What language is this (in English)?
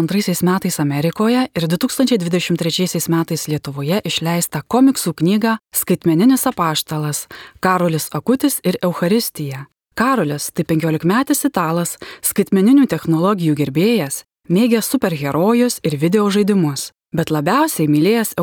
Lithuanian